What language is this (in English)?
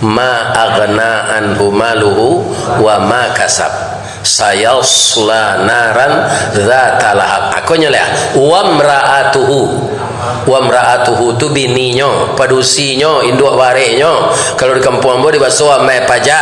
Minangkabau